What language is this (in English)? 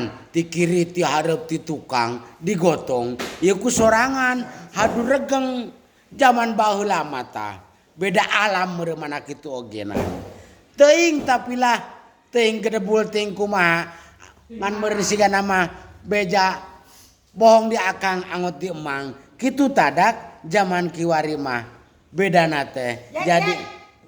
Sundanese